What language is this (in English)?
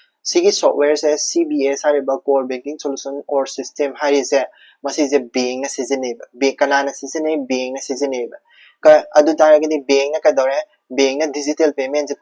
Manipuri